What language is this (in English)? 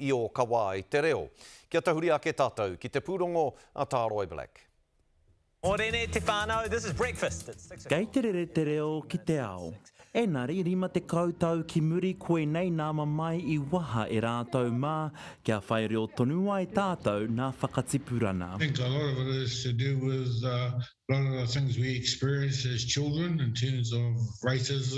Māori